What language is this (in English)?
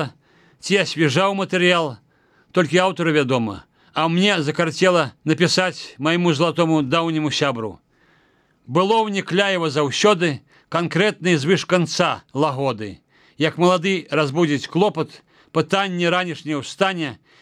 Belarusian